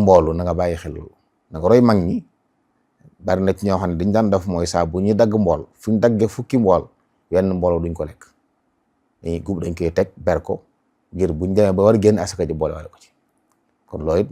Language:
Wolof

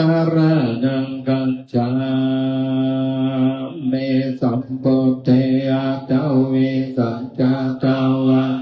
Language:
Pali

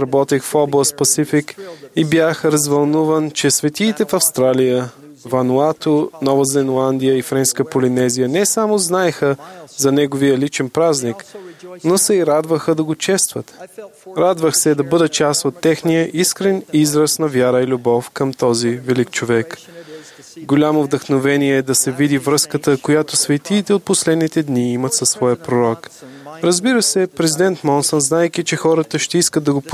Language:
Bulgarian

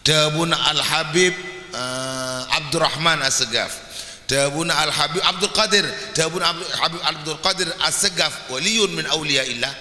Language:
Madurese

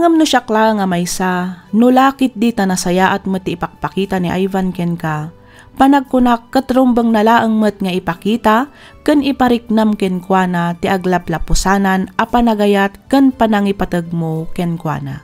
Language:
Iloko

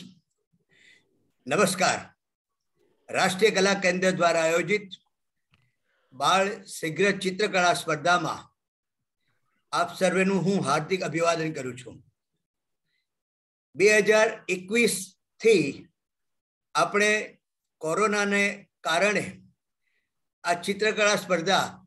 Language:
Gujarati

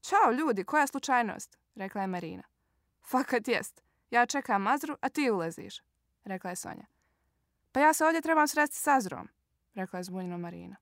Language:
Serbian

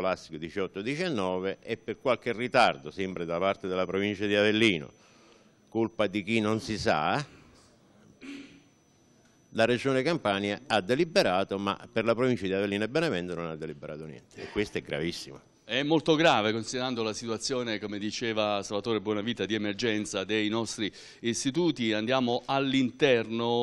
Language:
Italian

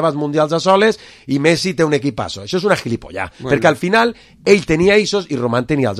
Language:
Catalan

